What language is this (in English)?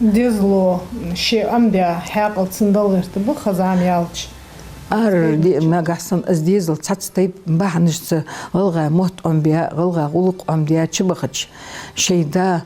Ingush